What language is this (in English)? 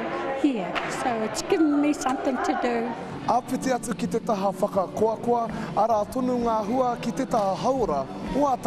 Māori